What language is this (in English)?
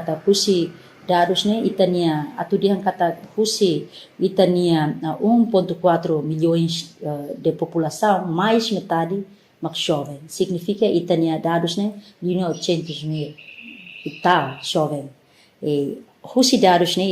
Tetum